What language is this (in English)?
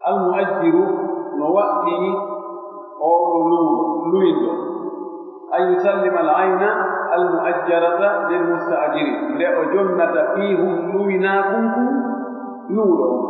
Pular